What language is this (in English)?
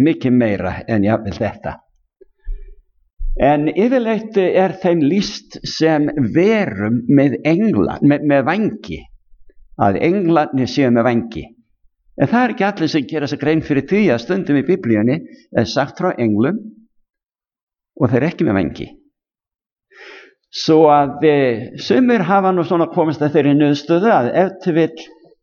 Icelandic